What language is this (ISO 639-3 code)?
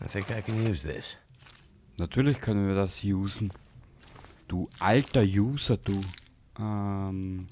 bar